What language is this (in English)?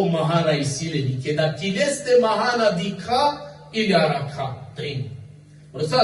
Balkan Romani